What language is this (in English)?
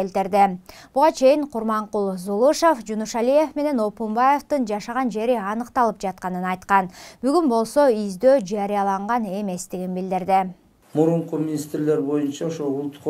Kyrgyz